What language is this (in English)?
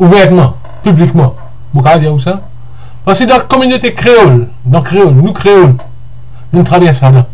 Morisyen